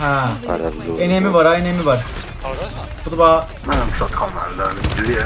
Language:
South Azerbaijani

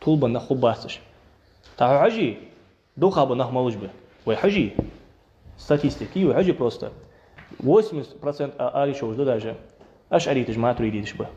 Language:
Ingush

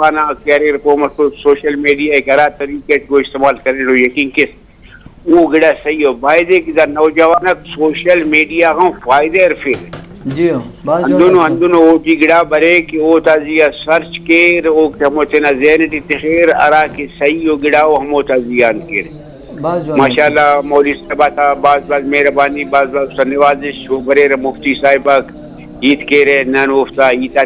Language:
Brahui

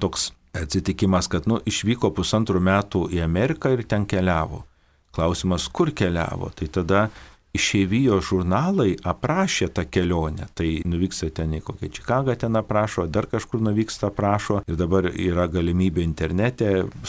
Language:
Lithuanian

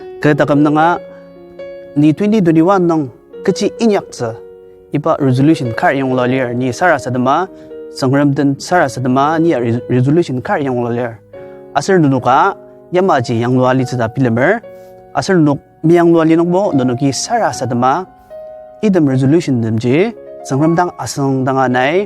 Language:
Ao Naga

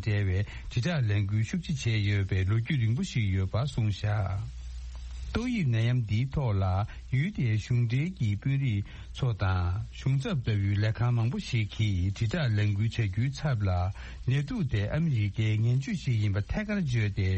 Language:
Tibetan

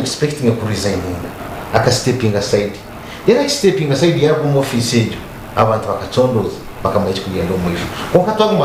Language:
Nyankole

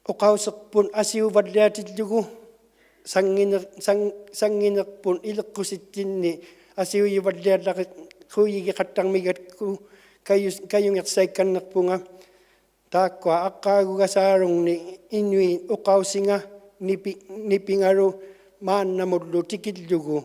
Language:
Inuktitut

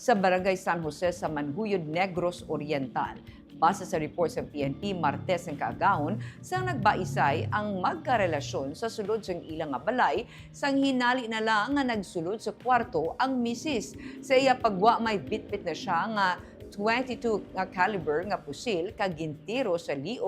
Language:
Hiligaynon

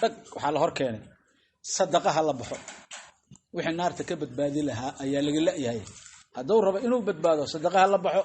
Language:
Somali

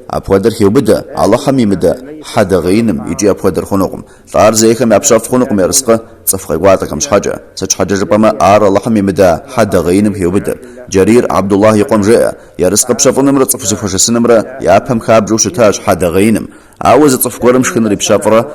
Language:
Kabardian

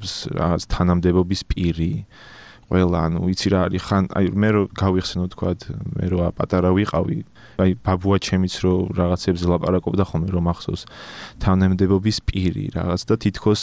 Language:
Georgian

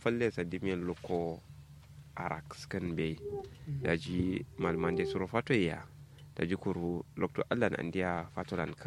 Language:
Kanuri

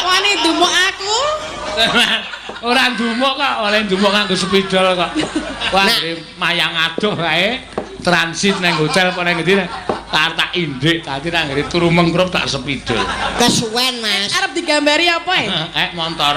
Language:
Javanese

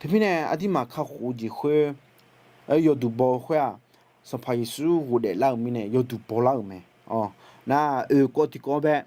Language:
Akha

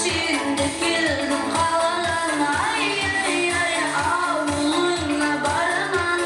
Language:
Kara-Kalpak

